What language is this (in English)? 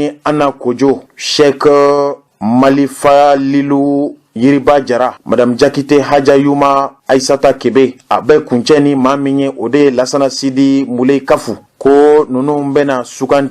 Bambara